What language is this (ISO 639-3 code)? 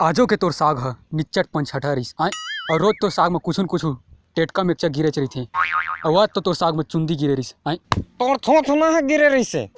hne